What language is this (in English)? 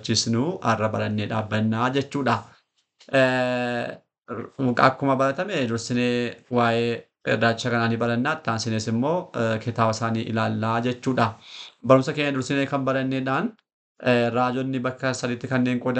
Oromo